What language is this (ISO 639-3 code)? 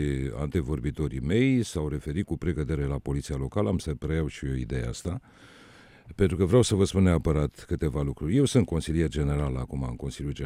ron